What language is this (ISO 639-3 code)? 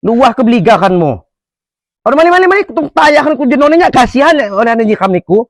ljp